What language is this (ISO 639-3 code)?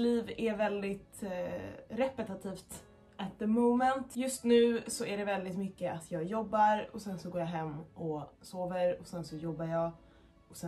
swe